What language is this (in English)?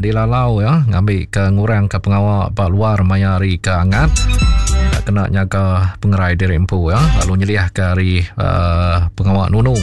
Iban